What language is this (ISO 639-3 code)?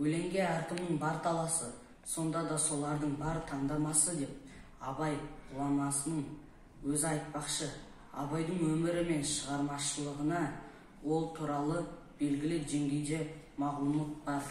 kaz